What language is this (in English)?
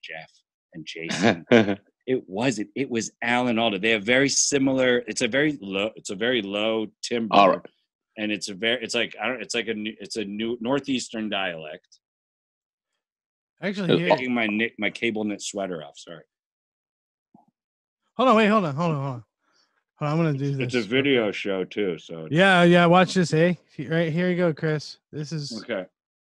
English